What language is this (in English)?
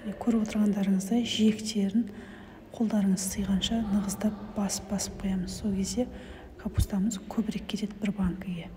Kazakh